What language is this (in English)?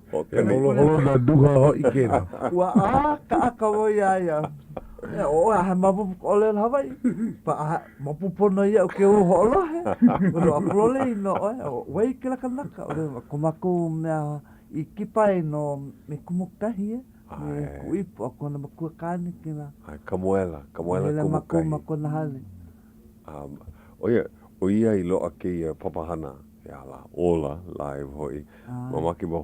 Hawaiian